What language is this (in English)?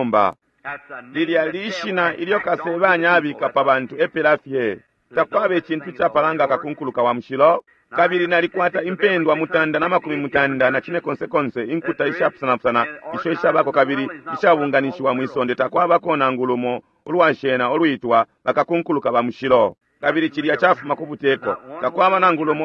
Bemba